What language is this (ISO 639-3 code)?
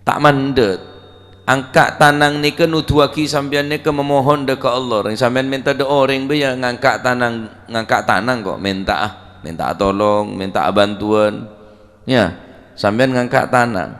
mad